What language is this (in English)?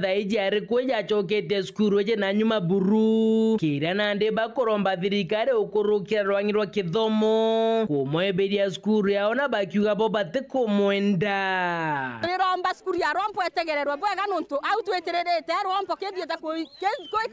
Meru